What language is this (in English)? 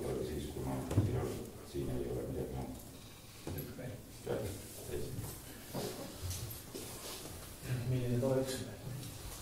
Estonian